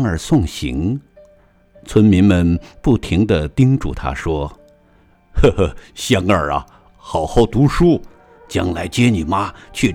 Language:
Chinese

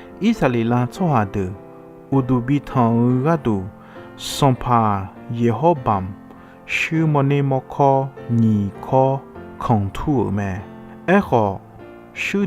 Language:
Akha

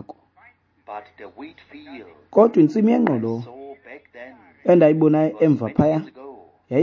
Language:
Xhosa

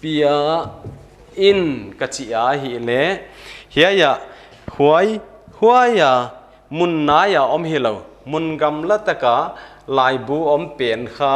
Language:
Paite Chin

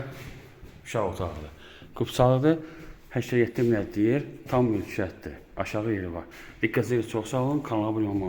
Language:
Azerbaijani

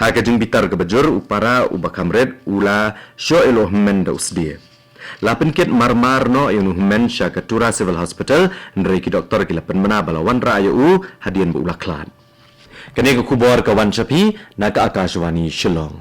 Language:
Khasi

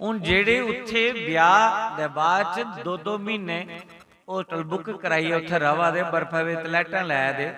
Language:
Dogri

